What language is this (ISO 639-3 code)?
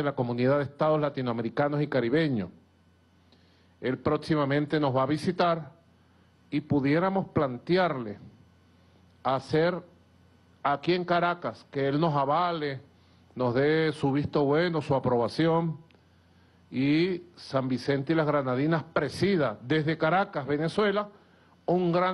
spa